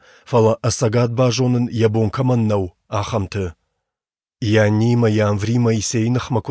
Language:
Ossetic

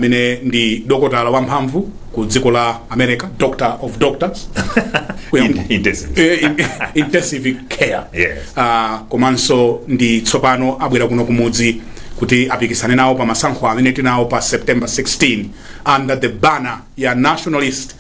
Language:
Nyanja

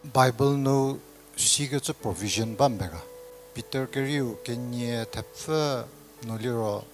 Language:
Angami Naga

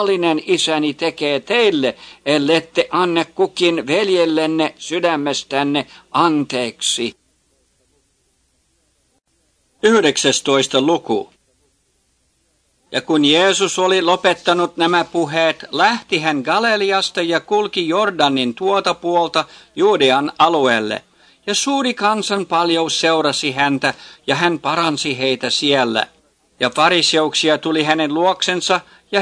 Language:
Finnish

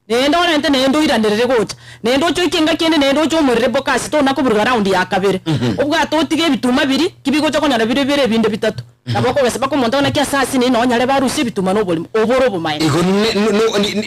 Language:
Gusii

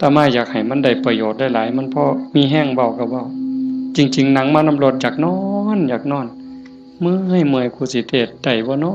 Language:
Northeastern Thai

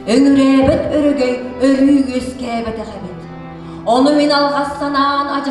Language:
Yakut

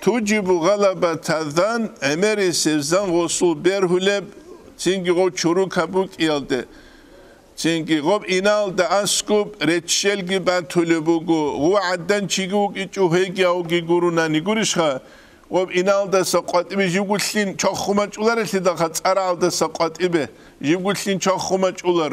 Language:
Avaric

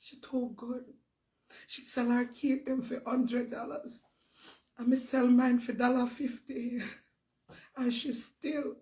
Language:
Jamaican Creole English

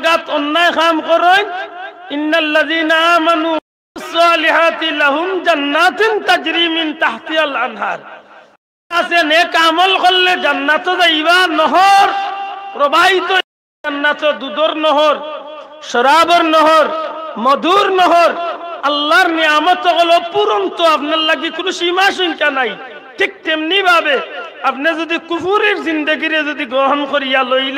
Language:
Sylheti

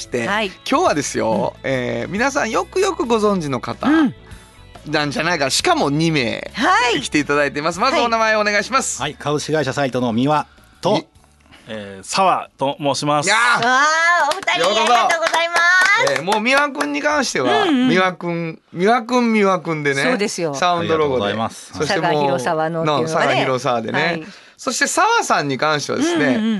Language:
Japanese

